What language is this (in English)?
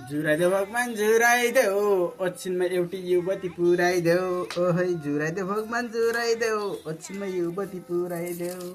Nepali